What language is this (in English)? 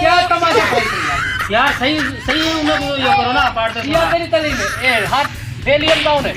Saraiki